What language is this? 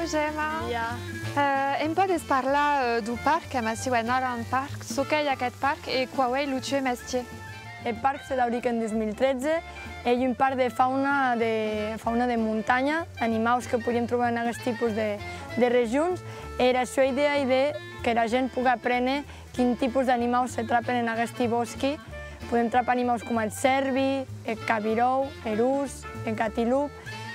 Occitan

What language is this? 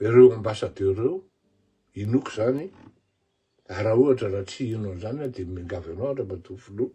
Malagasy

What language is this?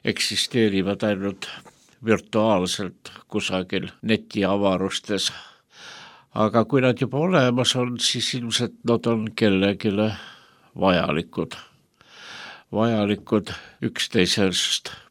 Estonian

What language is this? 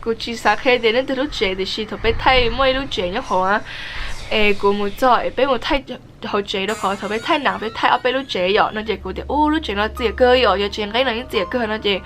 Hmong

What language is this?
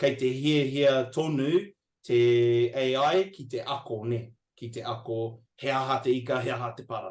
Māori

